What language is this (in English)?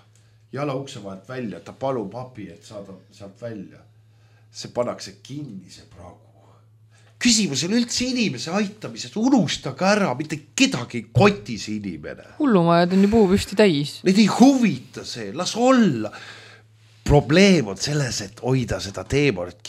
Estonian